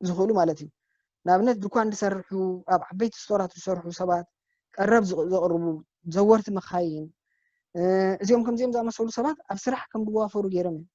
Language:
Tigrinya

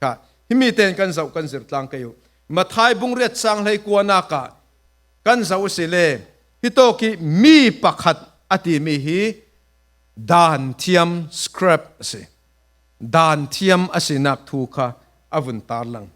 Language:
Falam Chin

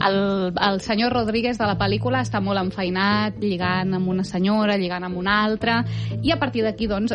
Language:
Catalan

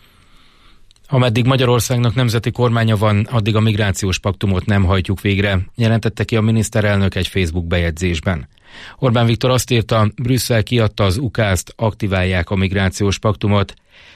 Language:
Hungarian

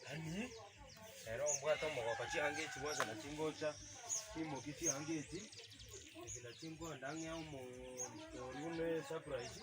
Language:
Gusii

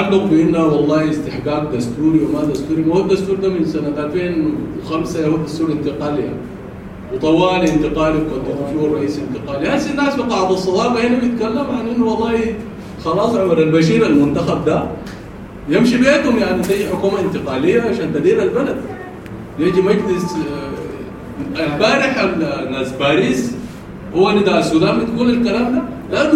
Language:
Sudanese Arabic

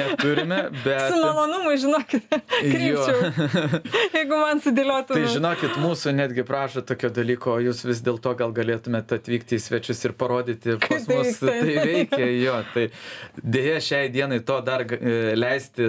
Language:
Lithuanian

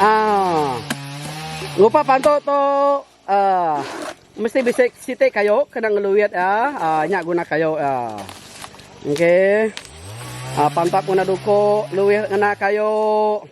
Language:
Iban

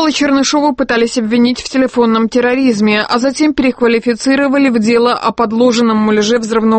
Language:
Russian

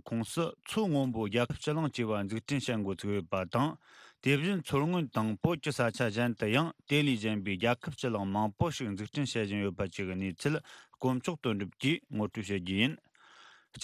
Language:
Tibetan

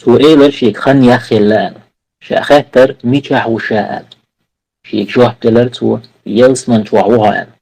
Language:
Chechen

